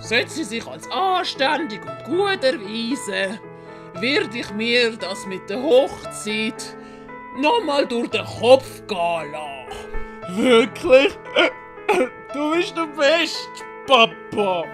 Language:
Swiss German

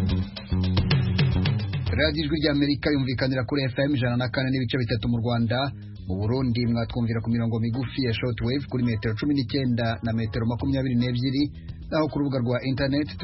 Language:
Kinyarwanda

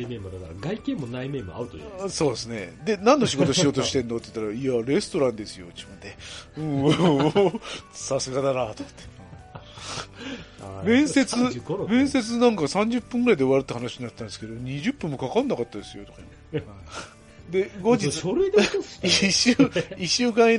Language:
Japanese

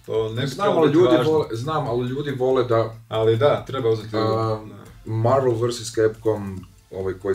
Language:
Croatian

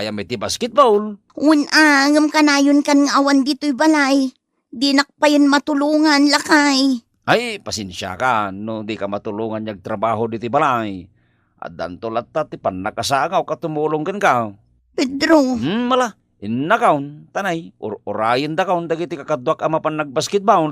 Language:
Iloko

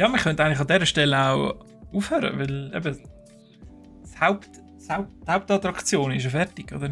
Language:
Swiss German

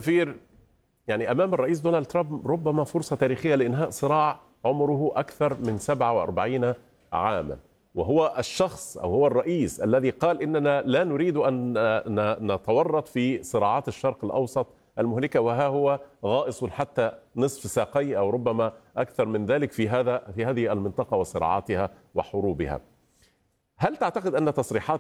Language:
Arabic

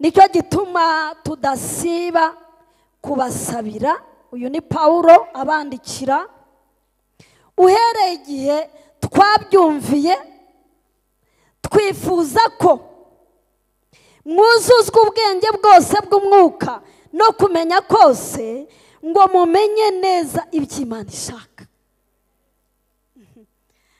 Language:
Kinyarwanda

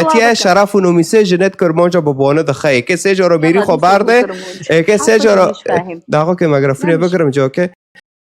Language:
Kurdish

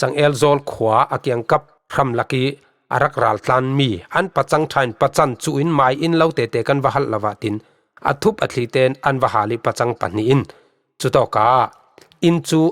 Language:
Falam Chin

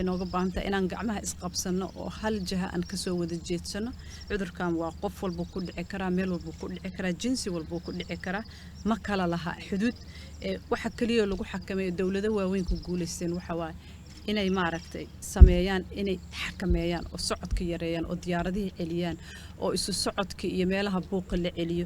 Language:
Somali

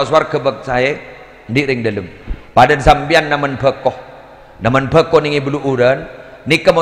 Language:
Madurese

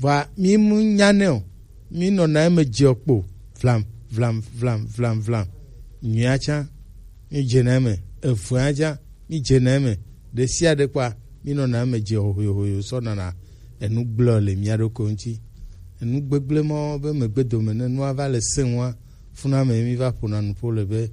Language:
Gen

